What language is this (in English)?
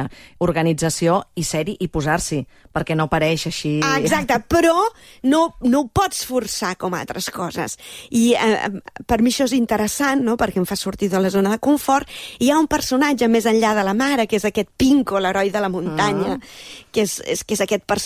Catalan